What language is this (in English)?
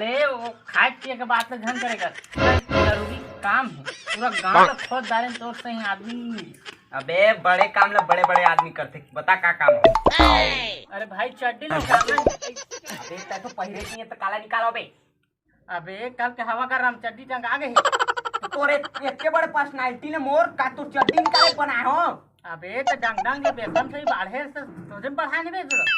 Chhattisgarhi